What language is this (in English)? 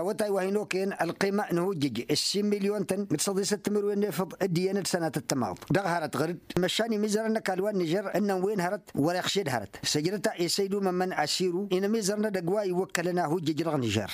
Tamasheq